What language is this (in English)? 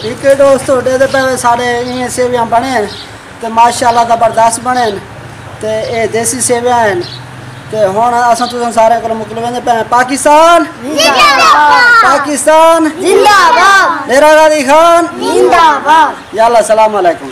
Saraiki